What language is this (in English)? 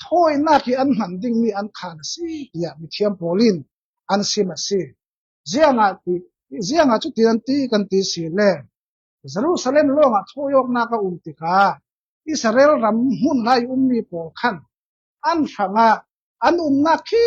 Falam Chin